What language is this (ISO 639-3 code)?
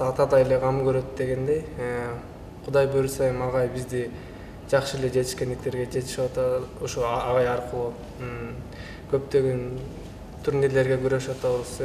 kir